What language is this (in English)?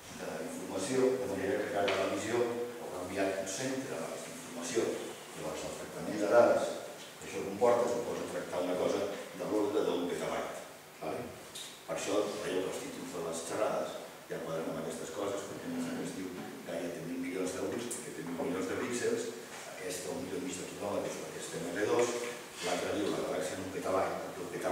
Catalan